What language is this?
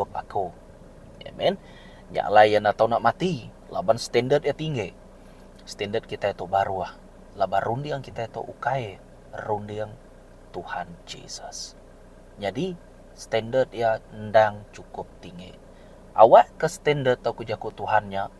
Iban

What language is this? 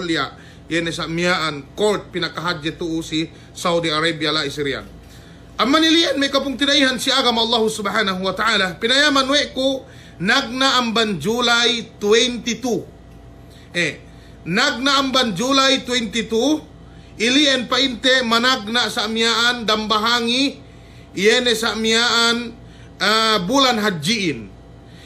Yakan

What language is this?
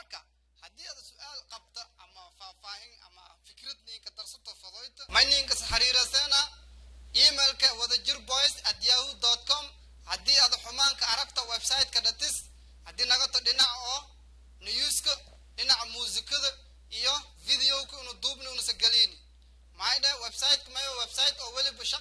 Somali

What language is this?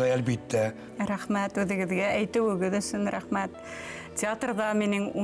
Bashkir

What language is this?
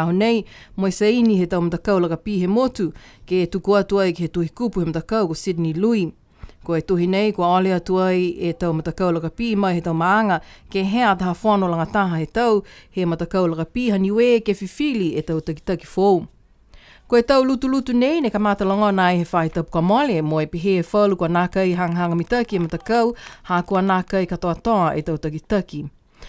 Niuean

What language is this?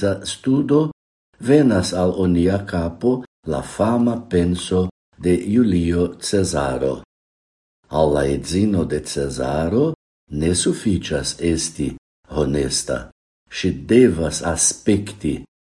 Esperanto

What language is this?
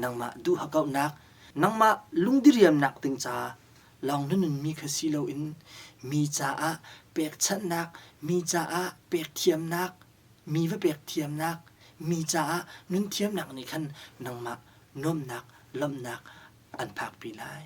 Hakha Chin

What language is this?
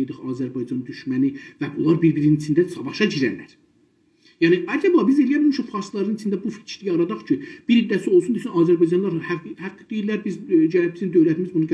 South Azerbaijani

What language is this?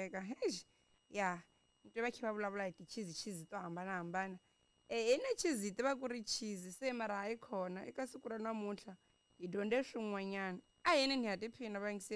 Tsonga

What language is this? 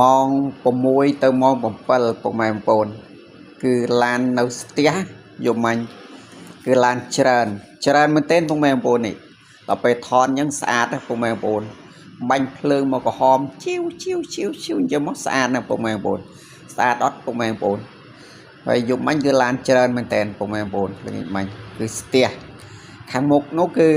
Khmer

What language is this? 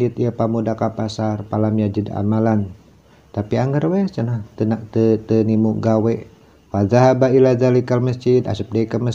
Sundanese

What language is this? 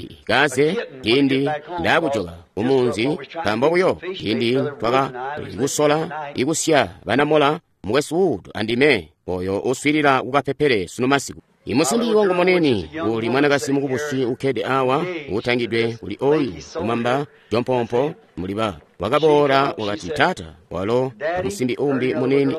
Tonga (Zambia)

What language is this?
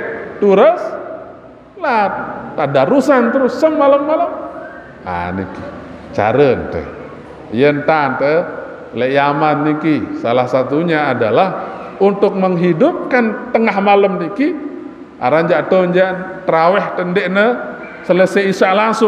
Sasak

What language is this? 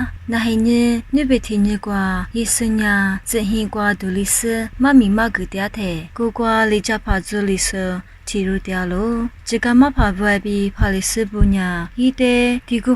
Lisu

